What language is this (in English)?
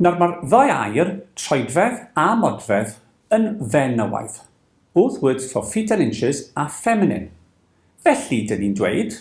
Welsh